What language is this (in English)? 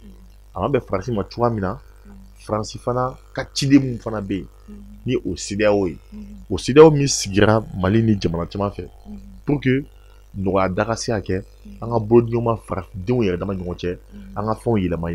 Bambara